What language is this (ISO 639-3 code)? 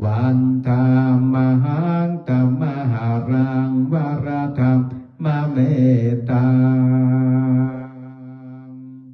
pli